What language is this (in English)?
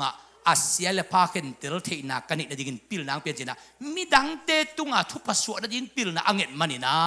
Tedim Chin